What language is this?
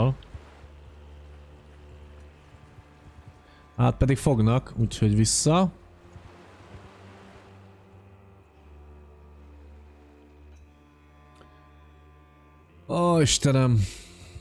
Hungarian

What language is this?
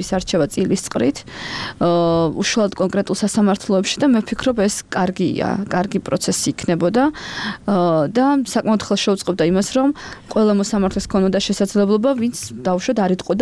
Georgian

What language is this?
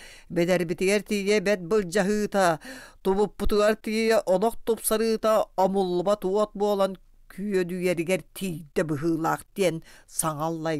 Yakut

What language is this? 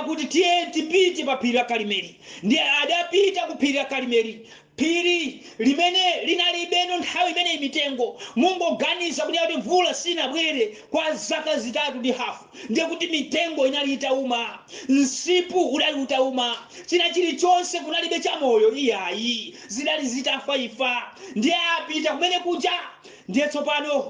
Nyanja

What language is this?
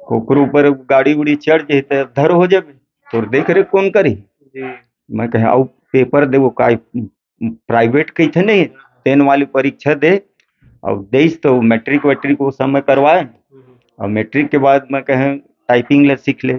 Chhattisgarhi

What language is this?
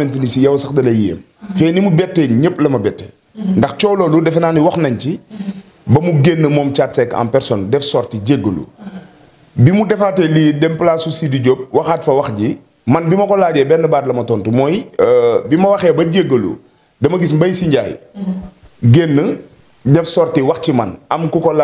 Wolof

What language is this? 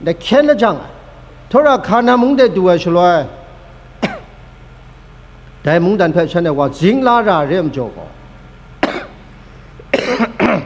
Kachin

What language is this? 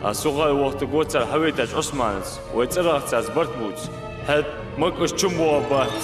Ingush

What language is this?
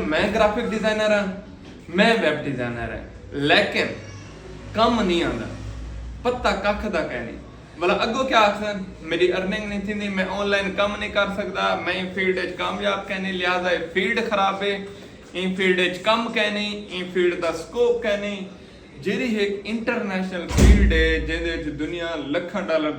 Saraiki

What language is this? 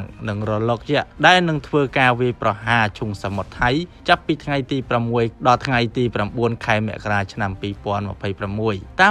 Khmer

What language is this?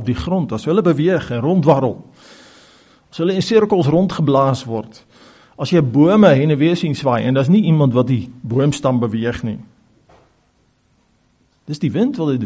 Afrikaans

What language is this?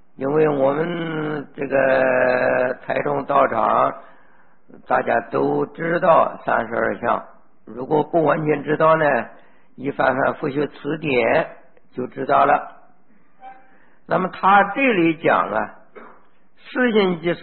Chinese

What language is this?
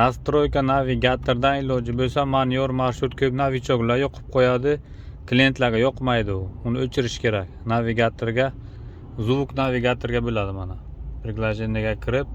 Uzbek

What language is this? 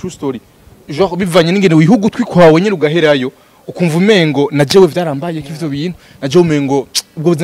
Rundi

